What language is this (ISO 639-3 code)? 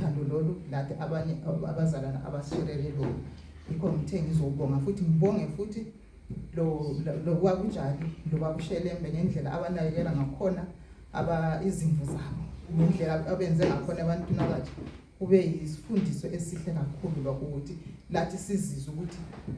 zul